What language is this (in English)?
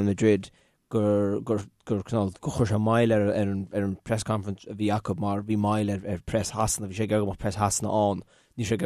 Irish